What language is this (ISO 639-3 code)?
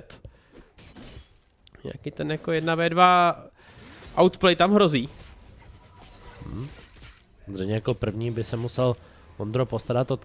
ces